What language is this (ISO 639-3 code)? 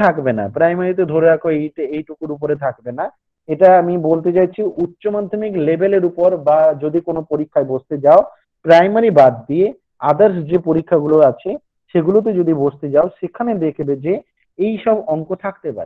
ben